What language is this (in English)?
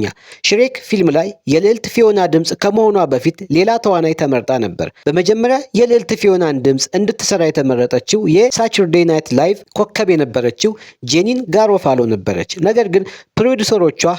Amharic